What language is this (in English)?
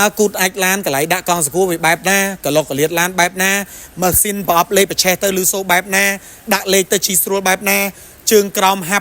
Khmer